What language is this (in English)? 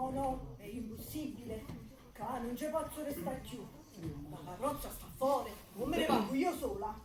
Neapolitan